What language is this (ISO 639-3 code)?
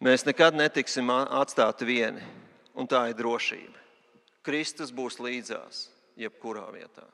lav